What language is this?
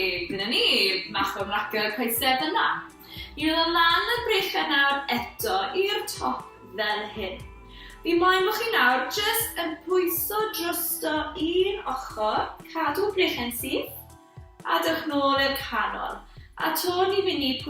Welsh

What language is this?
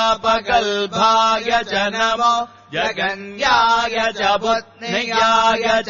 Sanskrit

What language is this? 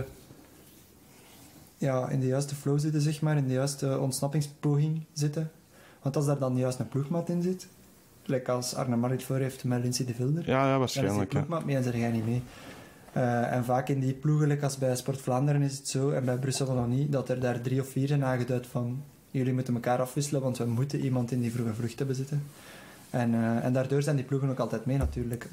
Dutch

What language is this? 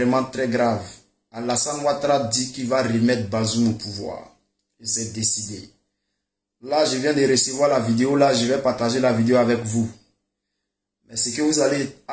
French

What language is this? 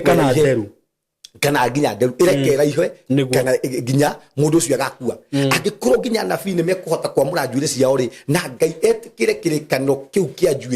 Kikuyu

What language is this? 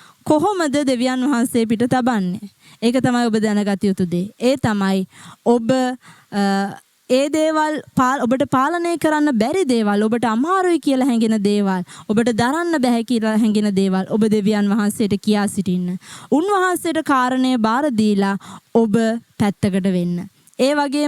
Sinhala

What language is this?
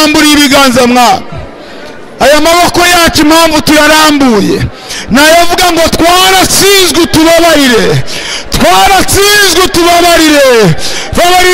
Kinyarwanda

